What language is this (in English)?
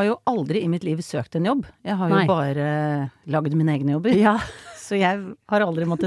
Norwegian